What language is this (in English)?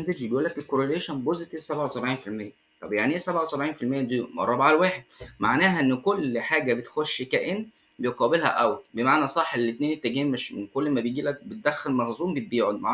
Egyptian Arabic